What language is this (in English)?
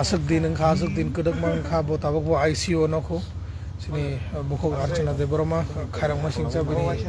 Kok Borok